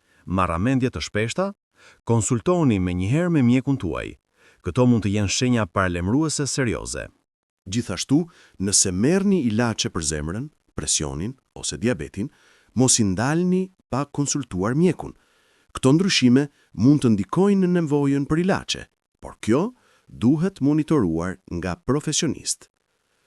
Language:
Albanian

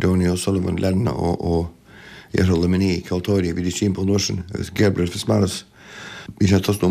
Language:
Irish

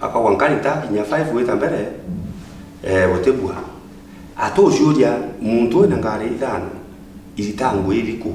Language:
Meru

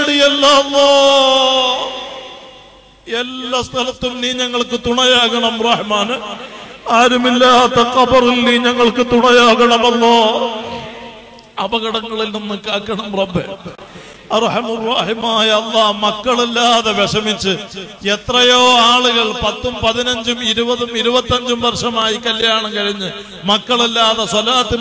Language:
Malayalam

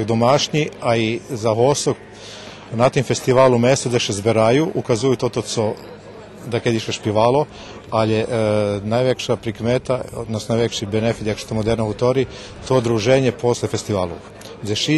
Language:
Rusyn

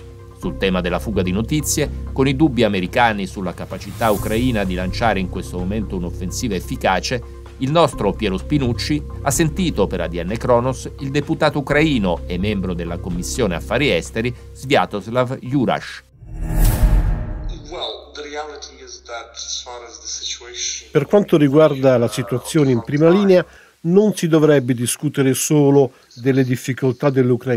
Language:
Italian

